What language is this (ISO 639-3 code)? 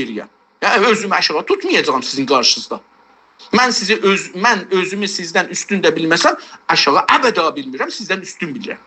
azb